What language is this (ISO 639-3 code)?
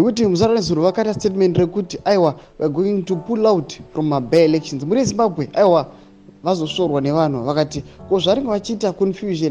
sna